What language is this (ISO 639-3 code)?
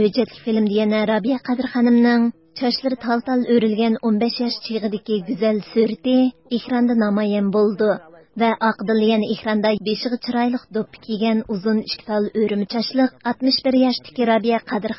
uig